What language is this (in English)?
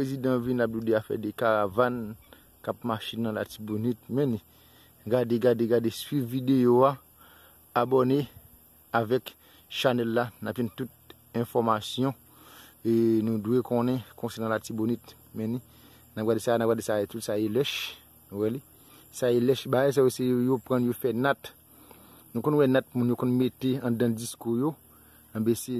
Haitian Creole